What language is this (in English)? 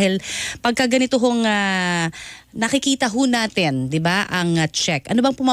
Filipino